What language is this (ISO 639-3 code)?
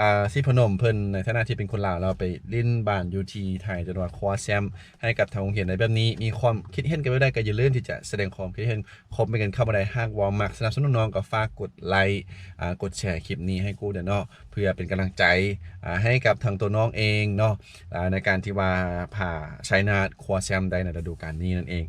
lao